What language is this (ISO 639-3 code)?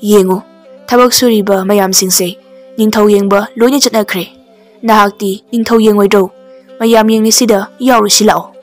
mni